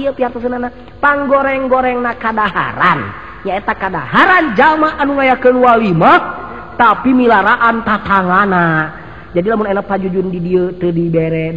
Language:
Sundanese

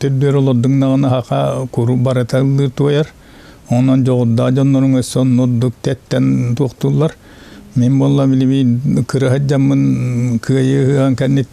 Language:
Yakut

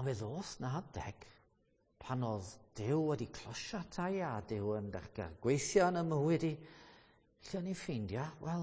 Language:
Welsh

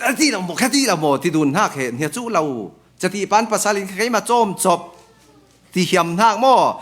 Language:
Falam Chin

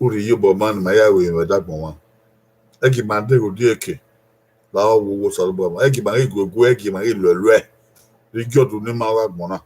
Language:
Bini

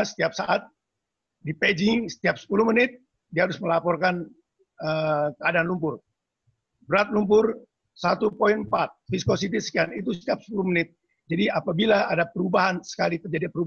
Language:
Indonesian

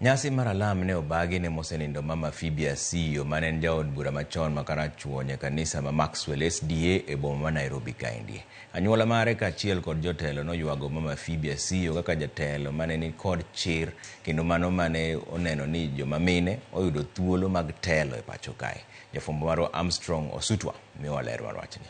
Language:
Luo (Kenya and Tanzania)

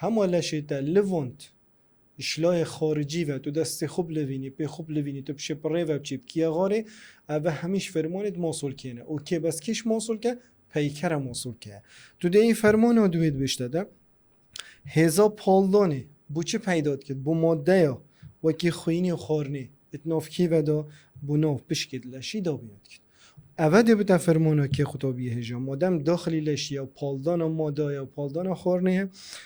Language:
Kurdish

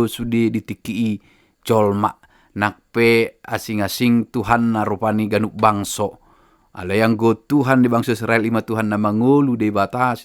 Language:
Batak Toba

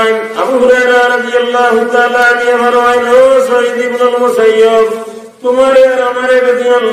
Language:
Sylheti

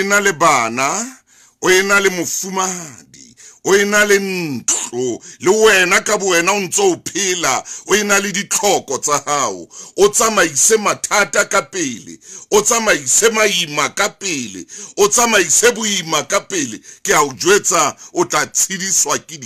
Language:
Southern Sotho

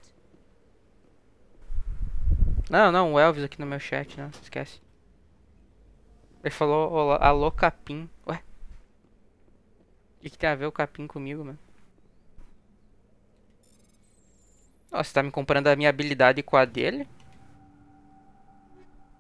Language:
Portuguese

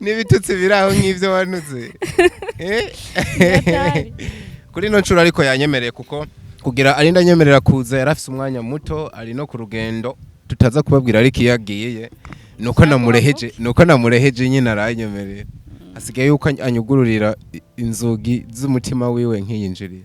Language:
Rundi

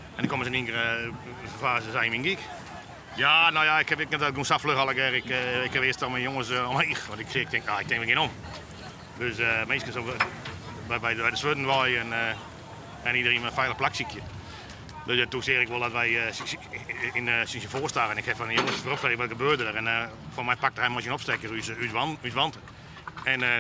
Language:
Western Frisian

